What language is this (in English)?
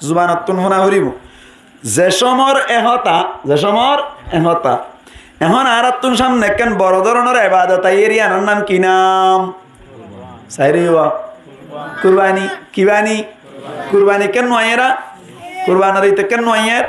Rohingya